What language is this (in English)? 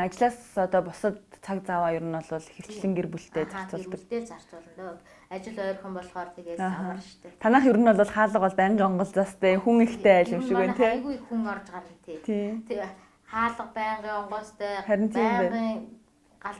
Mongolian